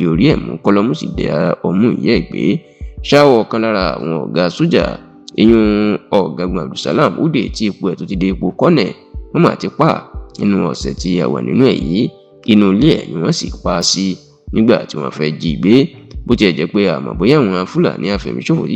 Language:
Yoruba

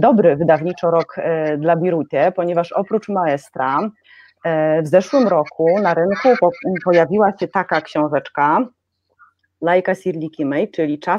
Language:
Polish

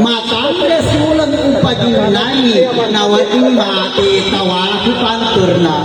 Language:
Buginese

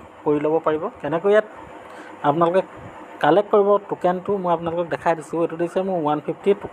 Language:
Assamese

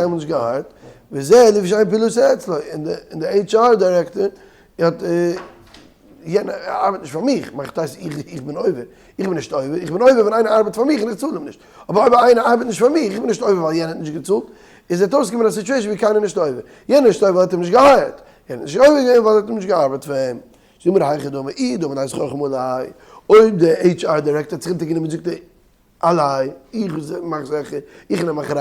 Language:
Yiddish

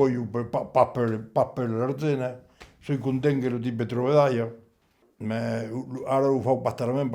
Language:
Occitan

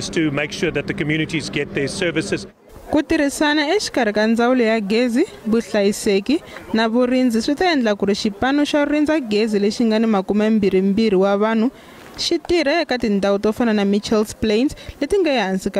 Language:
Tsonga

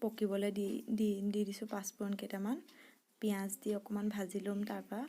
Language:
Assamese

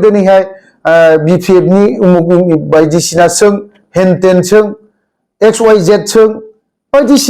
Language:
Bodo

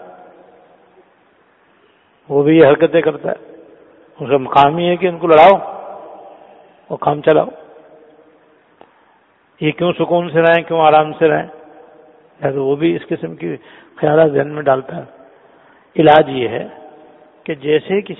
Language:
Urdu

